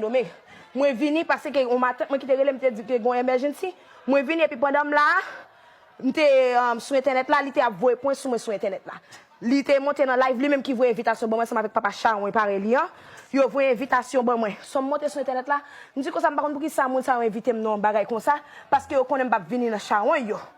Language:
Haitian Creole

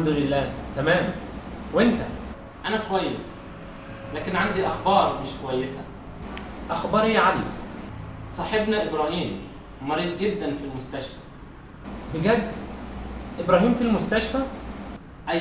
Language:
Egyptian Arabic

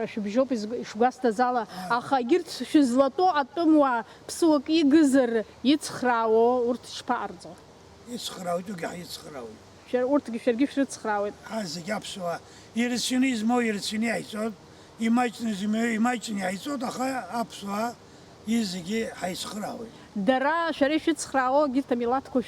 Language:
Abkhazian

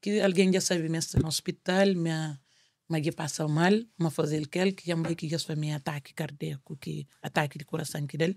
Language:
Kabuverdianu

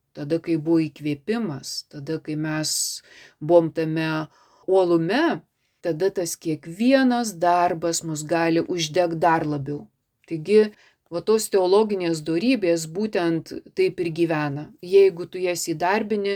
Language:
Lithuanian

